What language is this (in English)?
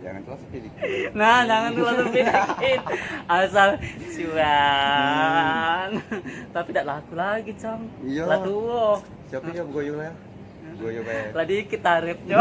Musi